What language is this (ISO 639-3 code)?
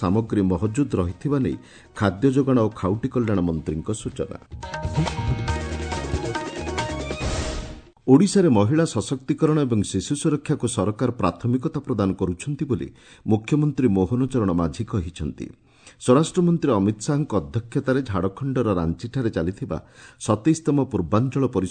ori